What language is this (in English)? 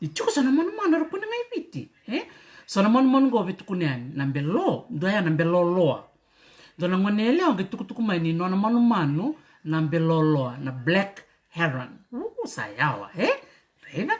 Fijian